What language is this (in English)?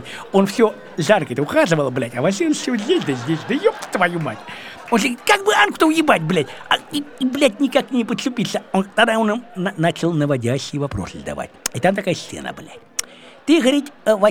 Russian